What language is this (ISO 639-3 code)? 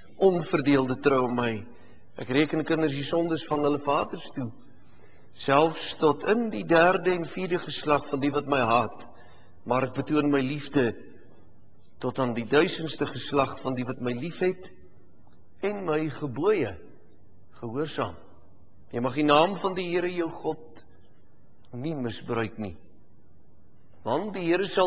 afr